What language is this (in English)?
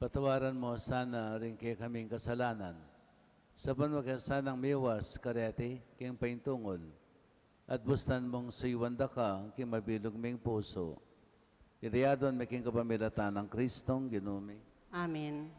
Pampanga